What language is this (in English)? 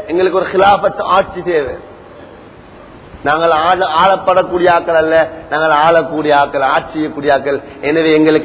Tamil